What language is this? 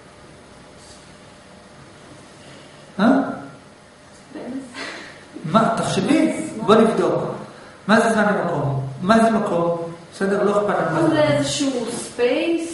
Hebrew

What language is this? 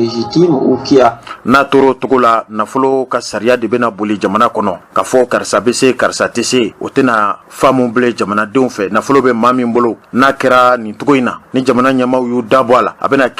Bambara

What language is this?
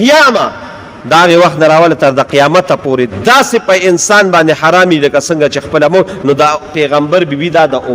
Pashto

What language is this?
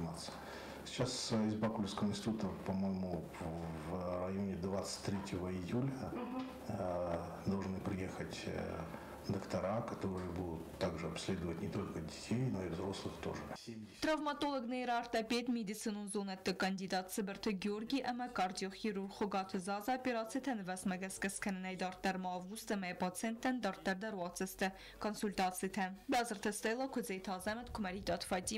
Ossetic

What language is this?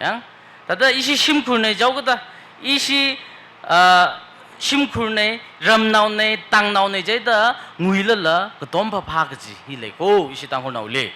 Tangkhul Naga (India)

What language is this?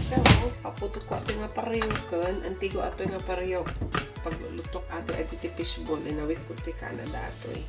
Iloko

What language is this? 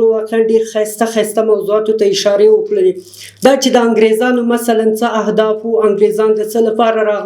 Pashto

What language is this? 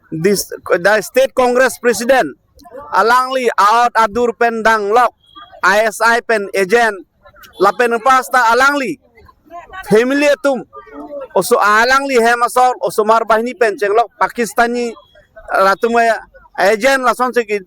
Karbi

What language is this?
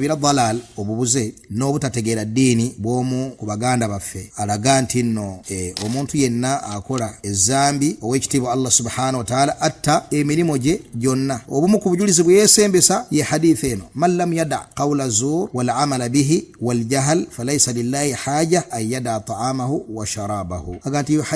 Ganda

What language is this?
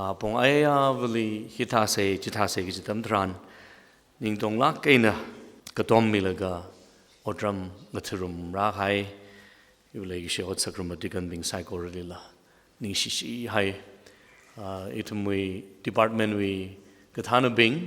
Tangkhul Naga (India)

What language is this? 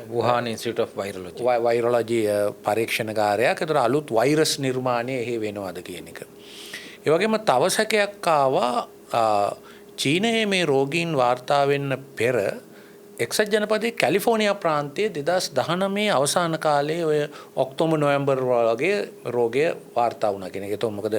Sinhala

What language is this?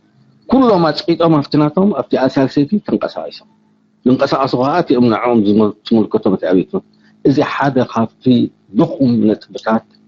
Tigrinya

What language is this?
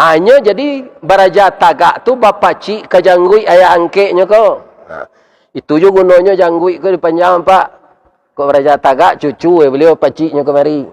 Minangkabau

